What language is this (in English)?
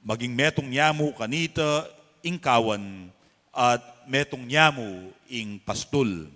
Pampanga